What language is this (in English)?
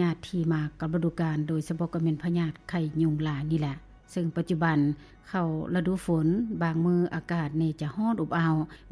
Lao